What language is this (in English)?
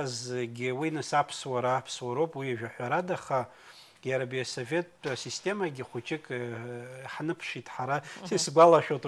Abkhazian